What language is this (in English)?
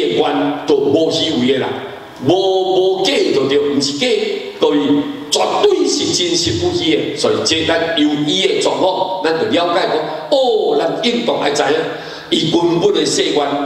Min Nan Chinese